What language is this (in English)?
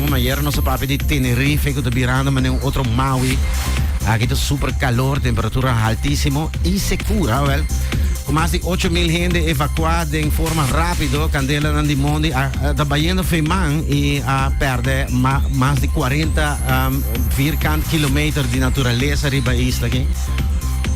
Papiamento